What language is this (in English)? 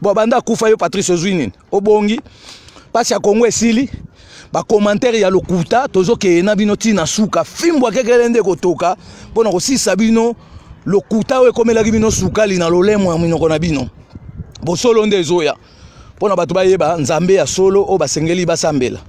Lingala